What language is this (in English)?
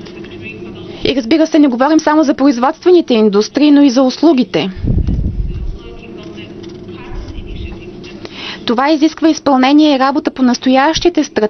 Bulgarian